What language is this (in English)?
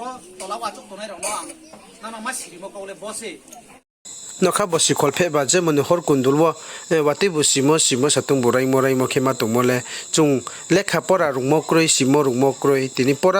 Riang (India)